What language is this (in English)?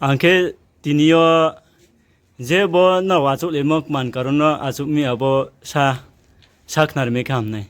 Riang (India)